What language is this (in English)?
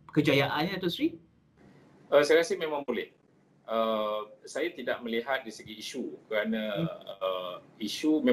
Malay